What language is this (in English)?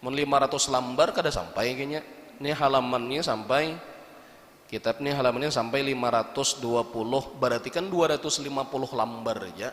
Banjar